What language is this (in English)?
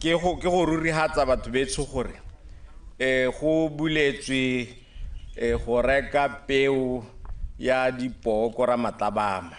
Tswana